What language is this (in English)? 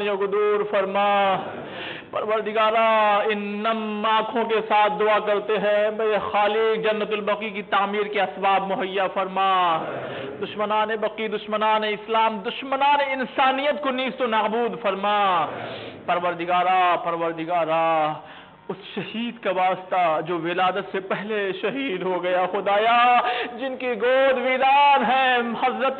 Urdu